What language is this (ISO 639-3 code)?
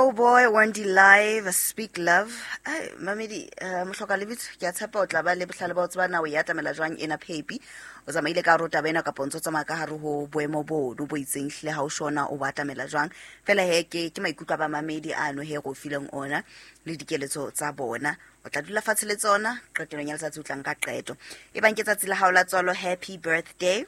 sot